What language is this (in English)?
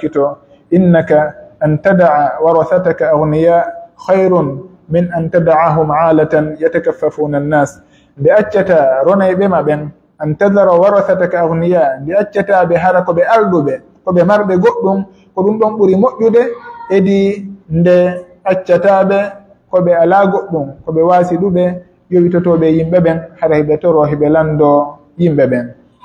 Pular